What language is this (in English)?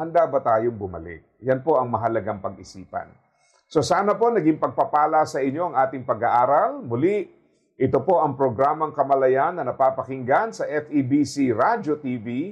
Filipino